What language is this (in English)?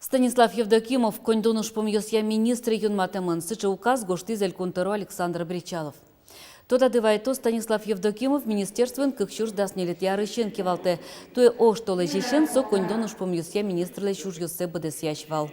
Udmurt